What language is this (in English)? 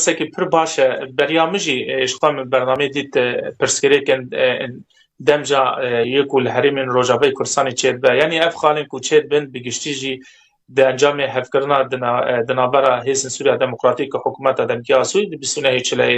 Kurdish